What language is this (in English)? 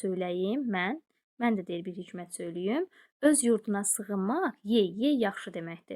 Azerbaijani